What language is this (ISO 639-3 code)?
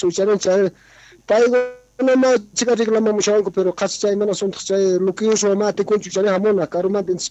quh